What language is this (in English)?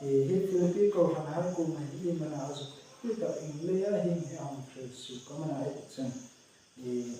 Hmar